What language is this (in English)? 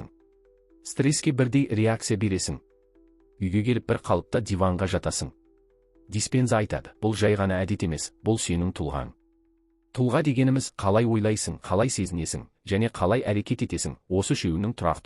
Kazakh